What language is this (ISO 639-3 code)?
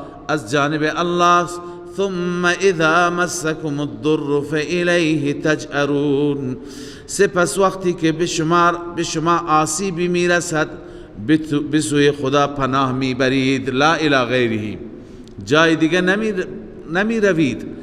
fas